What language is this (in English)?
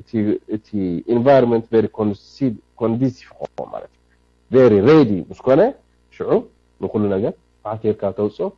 Tigrinya